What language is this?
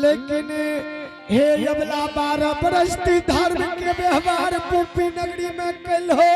Angika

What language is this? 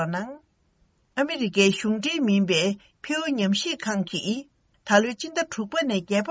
Tibetan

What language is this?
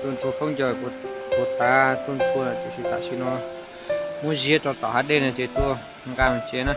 Hmong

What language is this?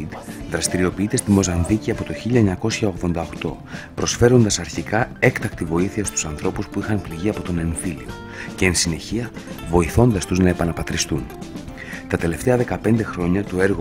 Greek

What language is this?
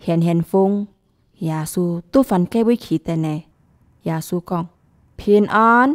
Hakka Chinese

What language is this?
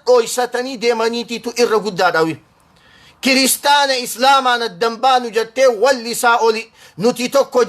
Oromo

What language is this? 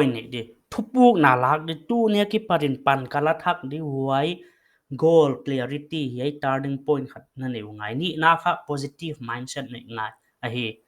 Paite Chin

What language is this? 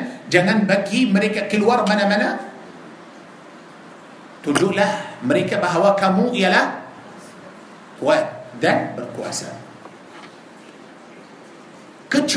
Malay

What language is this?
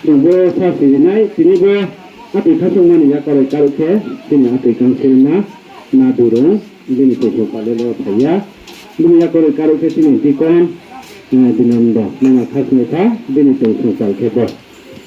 Riang (India)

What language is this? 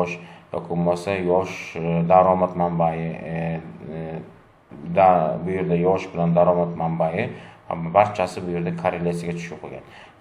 Uzbek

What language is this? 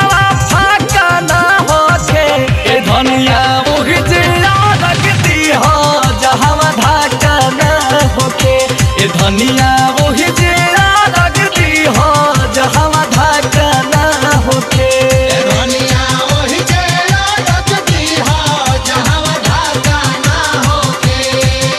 Bhojpuri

